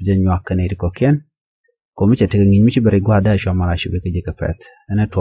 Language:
Nuer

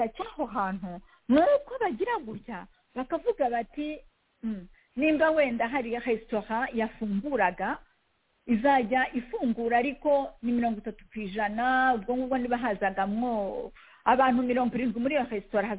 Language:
Kinyarwanda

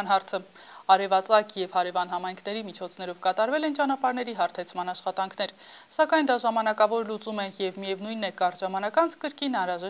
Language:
Armenian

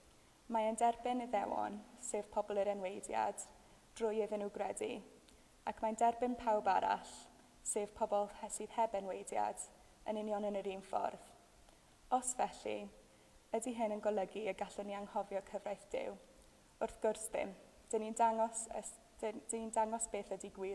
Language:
Welsh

